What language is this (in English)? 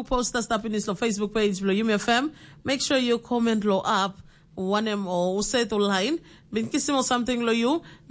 Tok Pisin